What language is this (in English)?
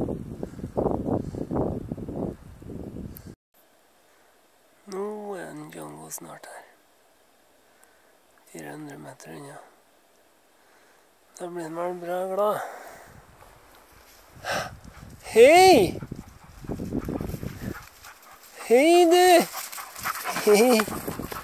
Norwegian